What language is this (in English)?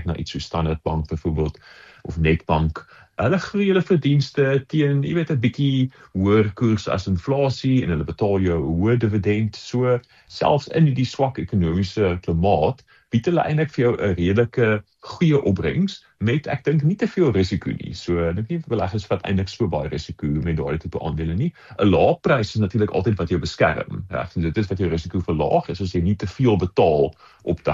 Afrikaans